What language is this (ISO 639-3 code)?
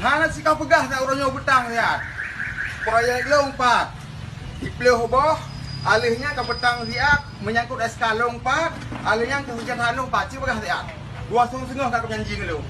ace